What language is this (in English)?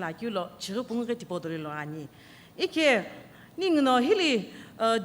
Sumi Naga